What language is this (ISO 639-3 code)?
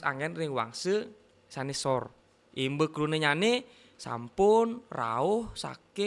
ban